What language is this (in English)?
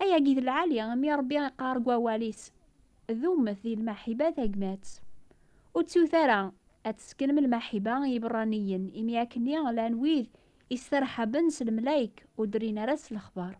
Kabyle